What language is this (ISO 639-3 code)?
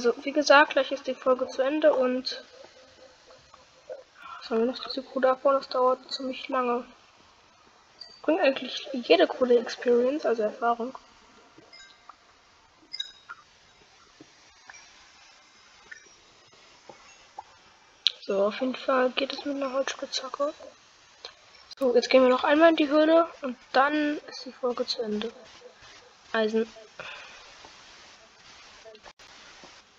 deu